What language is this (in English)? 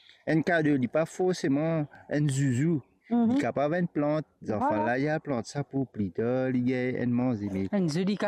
Morisyen